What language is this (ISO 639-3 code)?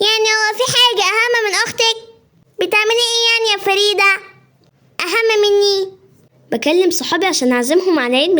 arz